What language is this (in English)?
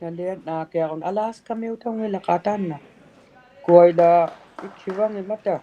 Inuktitut